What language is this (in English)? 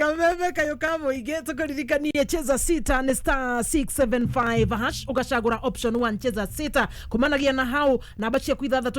Kikuyu